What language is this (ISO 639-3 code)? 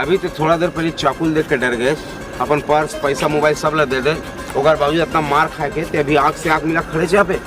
hne